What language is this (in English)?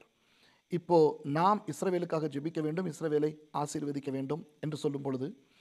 Tamil